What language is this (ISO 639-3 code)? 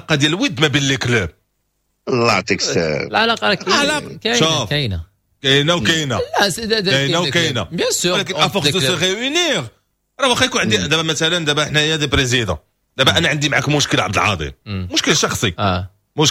ary